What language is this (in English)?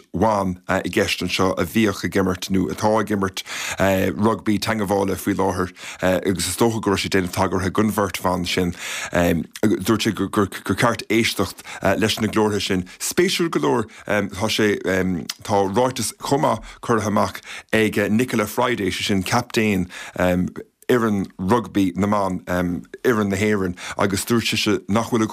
Irish